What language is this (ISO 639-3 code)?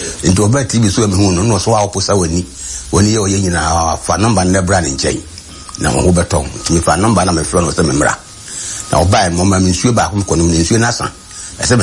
aka